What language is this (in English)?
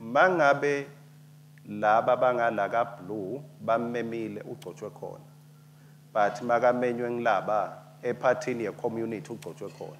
Swati